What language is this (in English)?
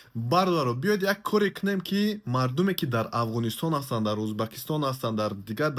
Tajik